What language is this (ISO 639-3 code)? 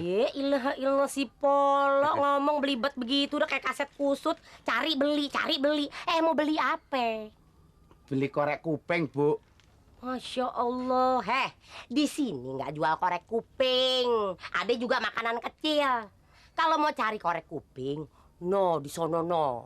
bew